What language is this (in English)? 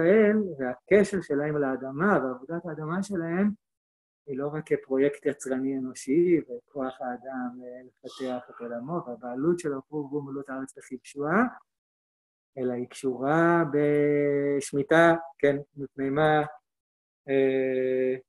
Hebrew